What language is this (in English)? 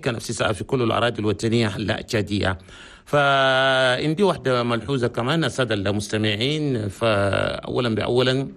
Chadian Arabic